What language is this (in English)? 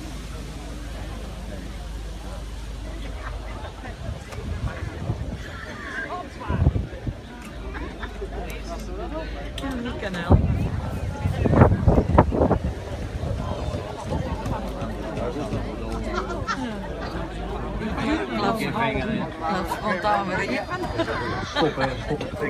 Dutch